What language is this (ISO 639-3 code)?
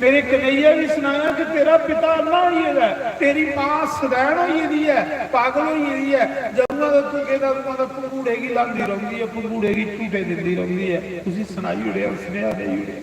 doi